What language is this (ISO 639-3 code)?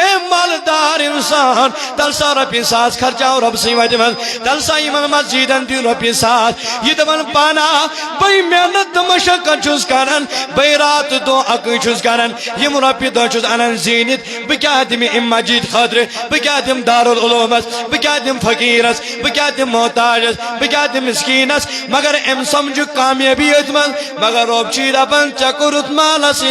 kas